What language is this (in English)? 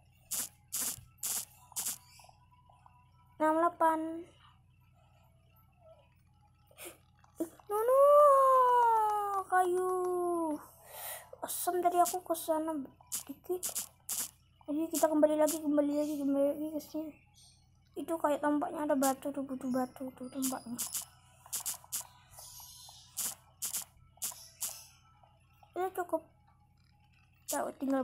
Indonesian